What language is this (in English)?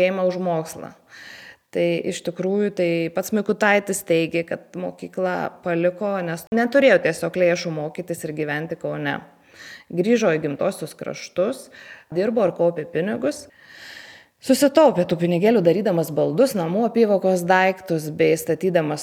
Lithuanian